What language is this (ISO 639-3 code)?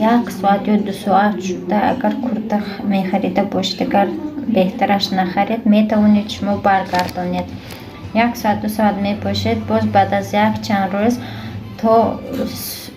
tgk